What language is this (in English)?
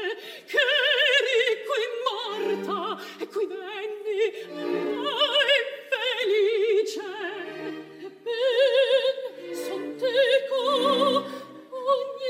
Italian